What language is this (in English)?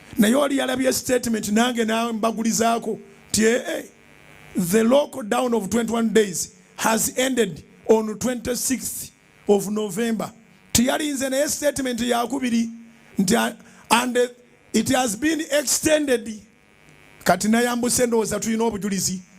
Ganda